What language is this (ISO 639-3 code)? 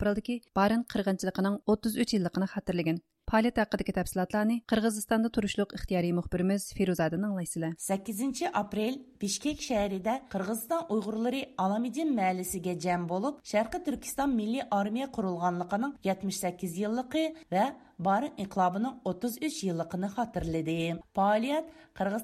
uig